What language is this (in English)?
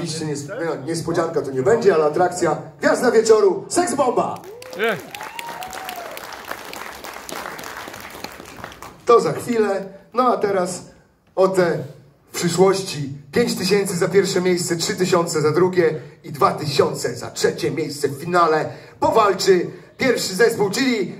Polish